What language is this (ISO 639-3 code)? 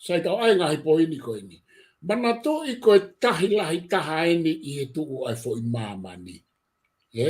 ton